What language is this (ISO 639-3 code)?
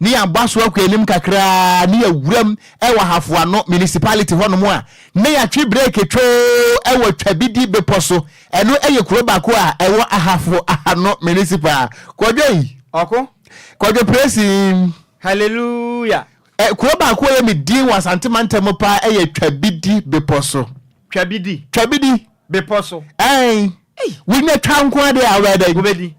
aka